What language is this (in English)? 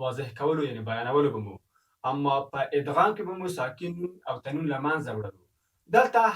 Pashto